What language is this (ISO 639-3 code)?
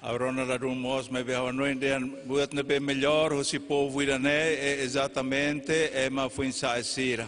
tet